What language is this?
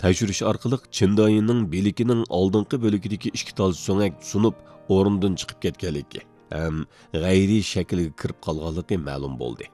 Uyghur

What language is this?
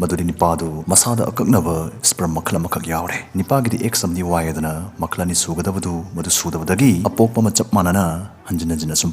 Manipuri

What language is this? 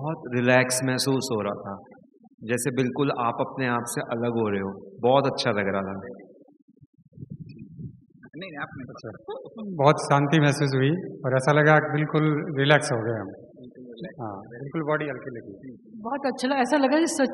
Hindi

